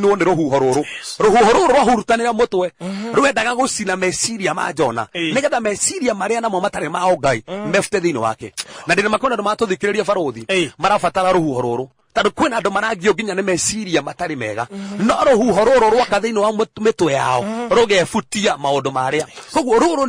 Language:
Kikuyu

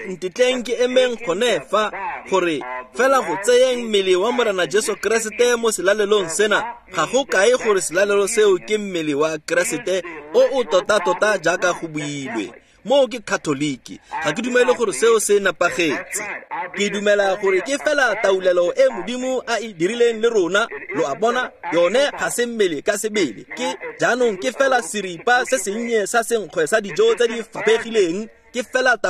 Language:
Tswana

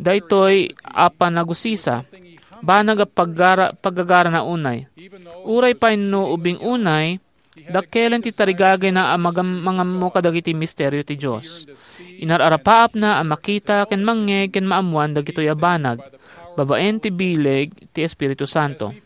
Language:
Iloko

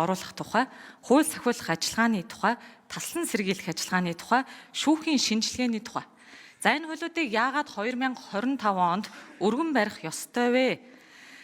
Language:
Mongolian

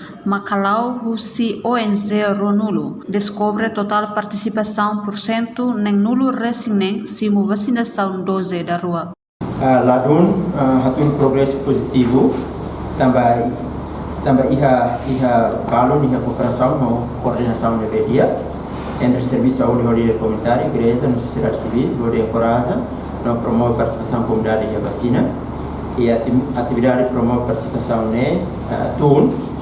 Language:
Tetum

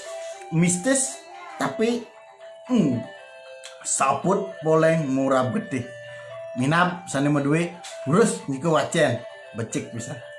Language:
Balinese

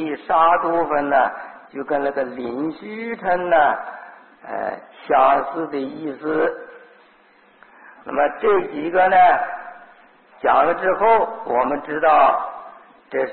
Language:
Chinese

